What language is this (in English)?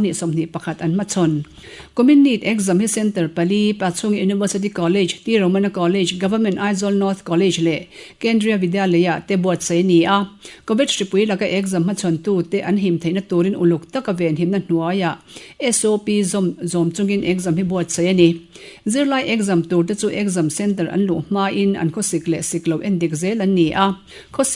Mizo